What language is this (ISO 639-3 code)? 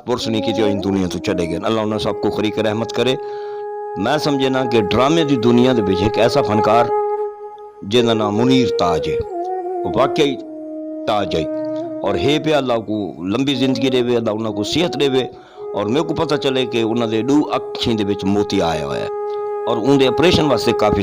skr